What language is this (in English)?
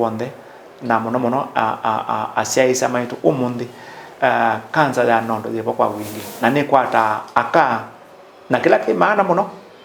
Kamba